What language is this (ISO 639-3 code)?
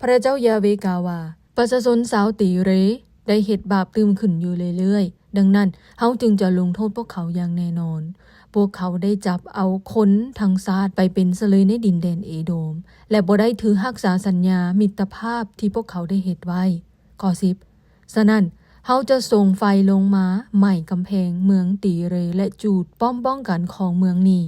lao